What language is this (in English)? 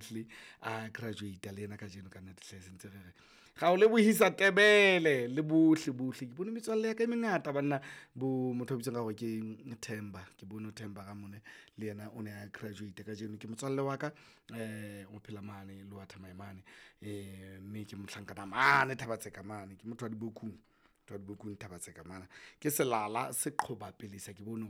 Southern Sotho